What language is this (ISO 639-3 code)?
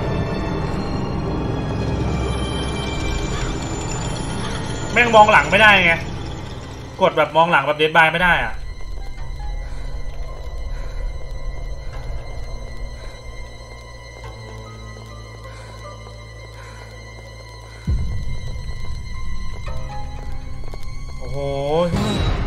tha